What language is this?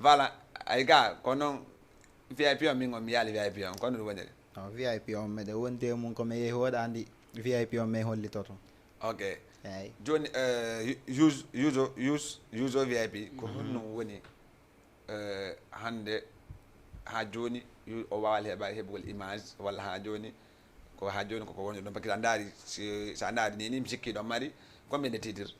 Fula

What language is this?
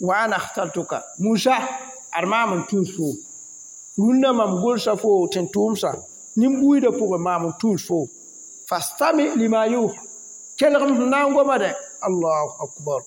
Mossi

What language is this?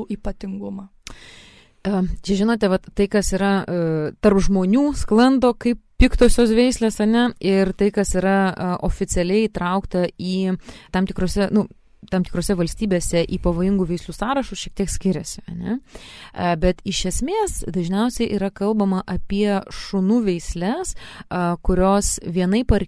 Lithuanian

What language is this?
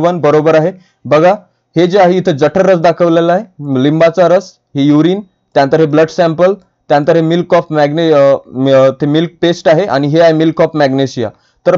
Marathi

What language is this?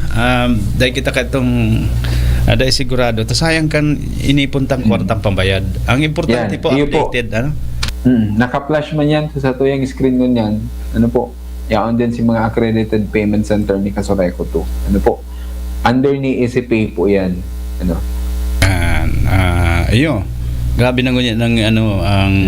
Bikol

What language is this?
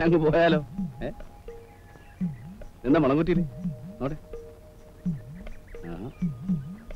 Malayalam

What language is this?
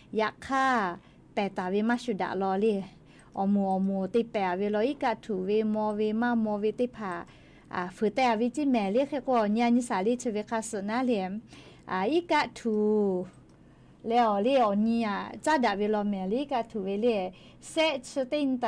Lahu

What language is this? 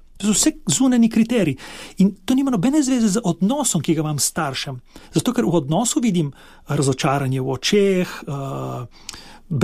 Slovenian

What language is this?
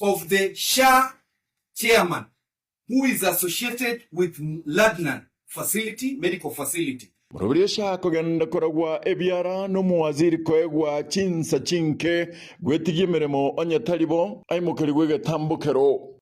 Gusii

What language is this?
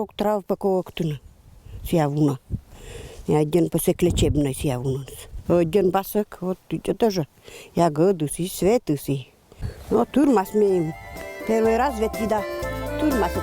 Komi-Permyak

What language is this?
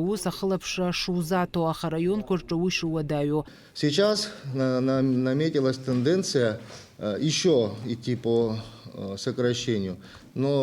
Abkhazian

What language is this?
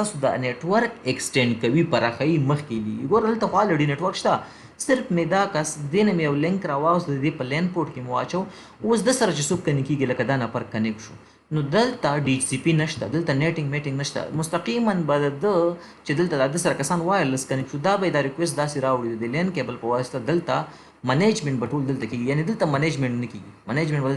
Pashto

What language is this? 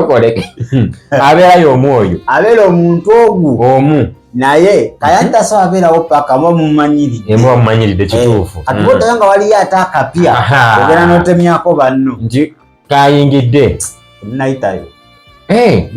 Ganda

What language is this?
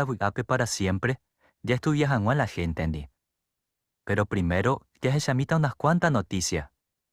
Guarani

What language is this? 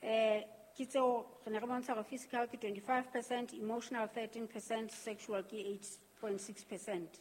Southern Sotho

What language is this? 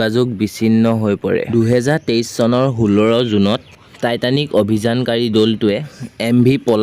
Assamese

